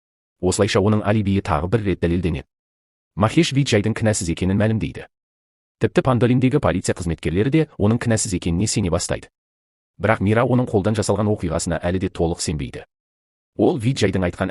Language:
Kazakh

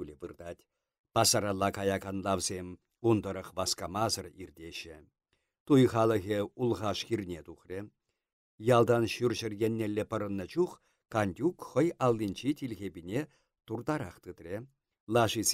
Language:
Chuvash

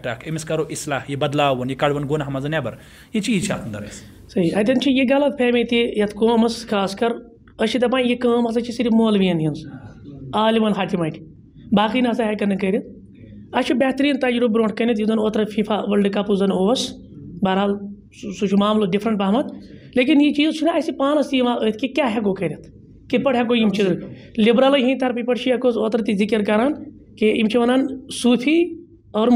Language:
Kashmiri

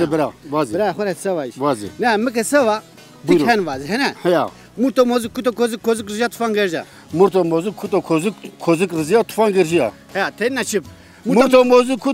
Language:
Zaza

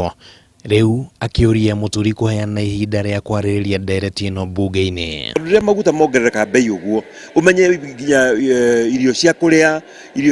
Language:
Kikuyu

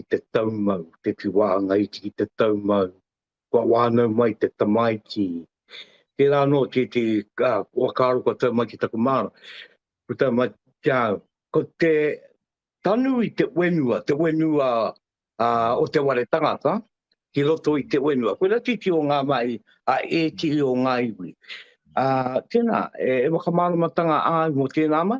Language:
Māori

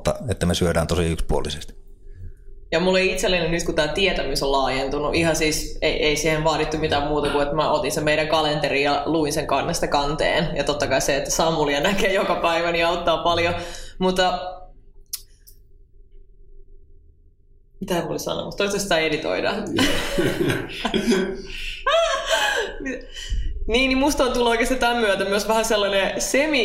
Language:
Finnish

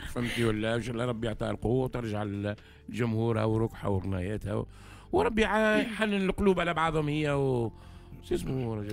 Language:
Tunisian Arabic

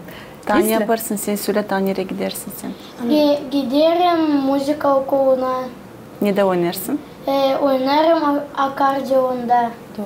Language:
Gagauz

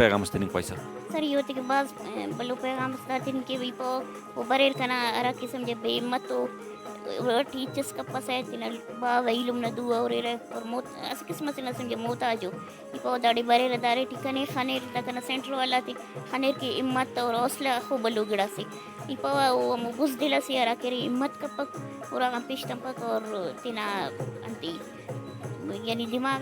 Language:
Brahui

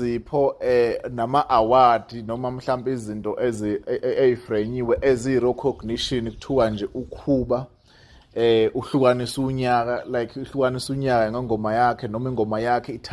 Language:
Zulu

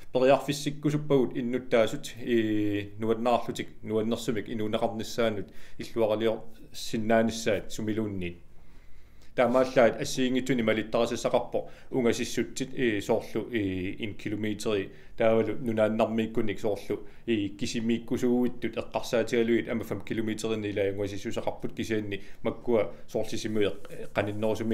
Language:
Kalaallisut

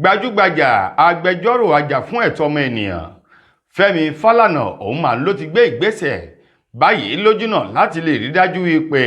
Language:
Yoruba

